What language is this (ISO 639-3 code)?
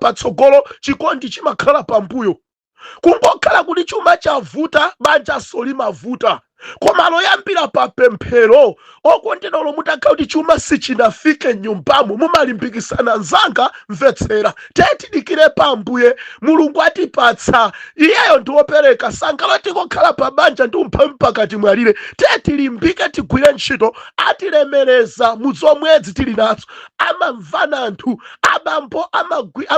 nya